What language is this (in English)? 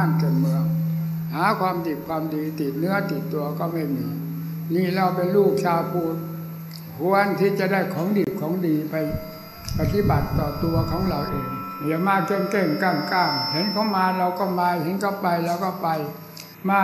Thai